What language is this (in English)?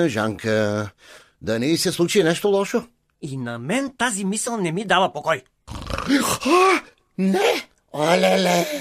Bulgarian